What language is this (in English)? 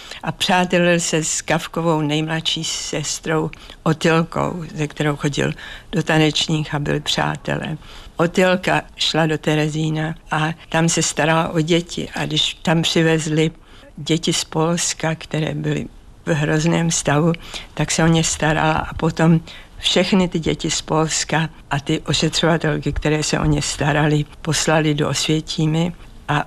Czech